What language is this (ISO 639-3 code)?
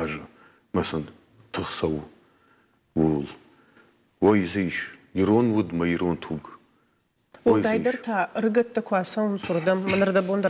oss